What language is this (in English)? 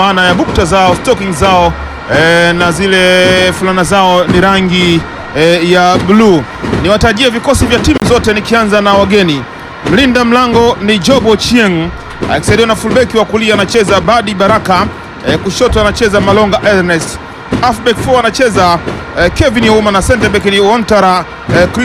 Swahili